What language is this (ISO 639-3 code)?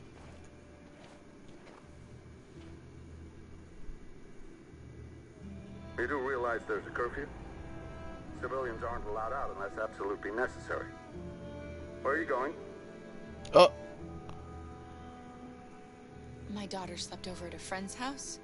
eng